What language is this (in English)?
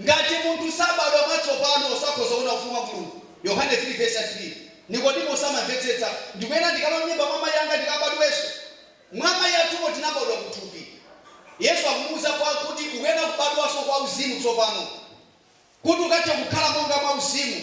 Nyanja